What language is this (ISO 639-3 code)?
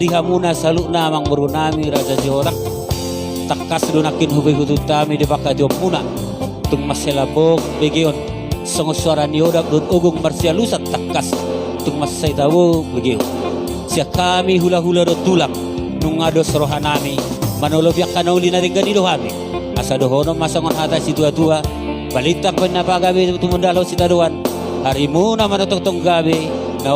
bbc